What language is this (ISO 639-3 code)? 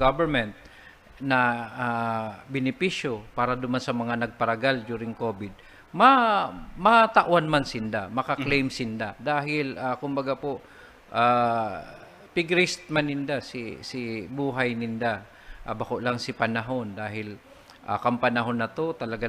bik